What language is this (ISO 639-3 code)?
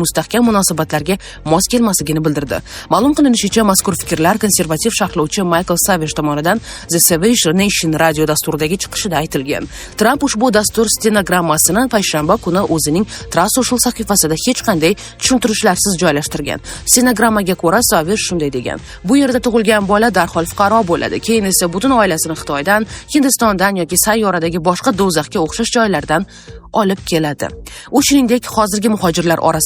uzb